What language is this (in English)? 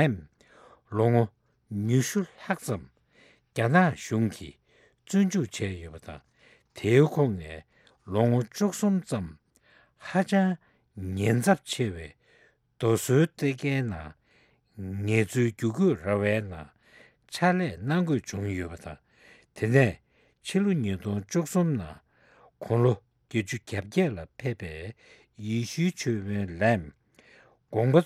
Tibetan